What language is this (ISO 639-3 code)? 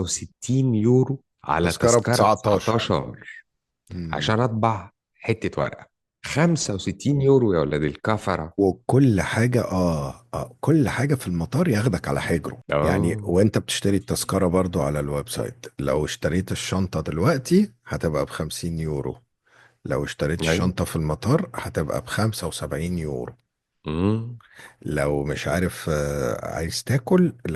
arz